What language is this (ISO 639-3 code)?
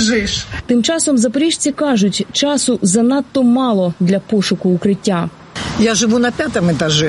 ukr